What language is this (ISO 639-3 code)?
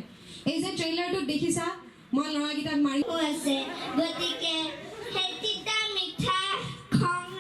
asm